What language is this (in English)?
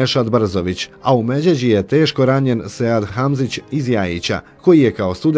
Bosnian